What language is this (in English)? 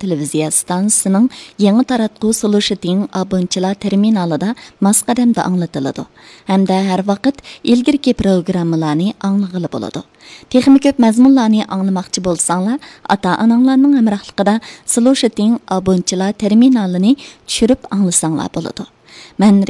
Uyghur